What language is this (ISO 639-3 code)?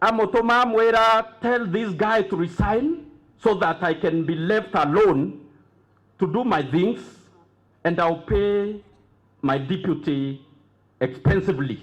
mer